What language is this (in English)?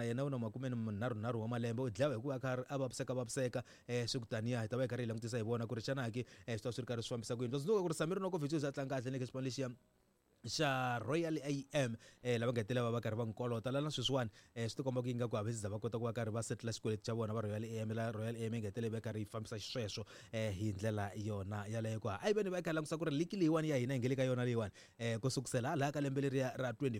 Tsonga